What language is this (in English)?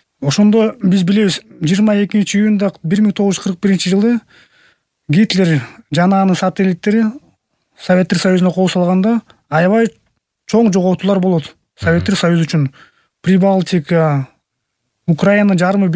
Kyrgyz